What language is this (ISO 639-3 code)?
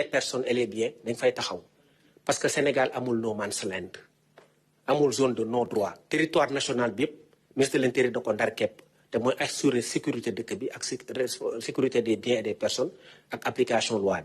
wol